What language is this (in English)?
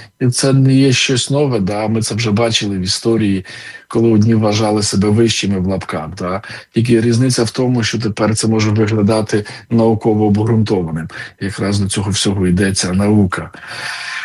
Ukrainian